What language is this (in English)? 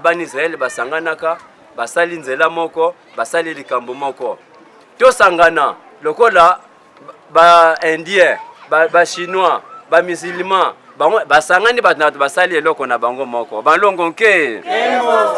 Lingala